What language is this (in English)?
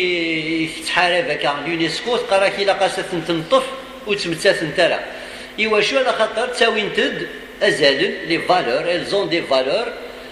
Kabyle